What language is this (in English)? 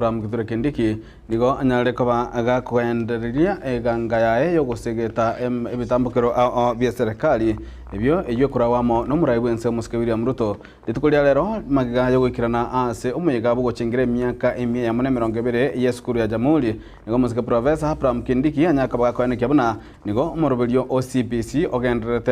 Gusii